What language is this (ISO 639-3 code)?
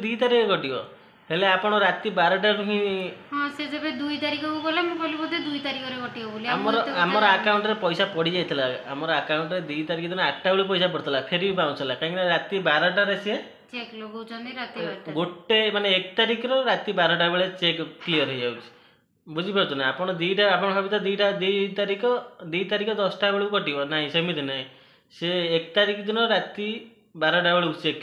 ori